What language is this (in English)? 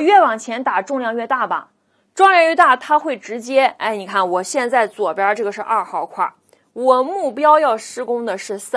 Chinese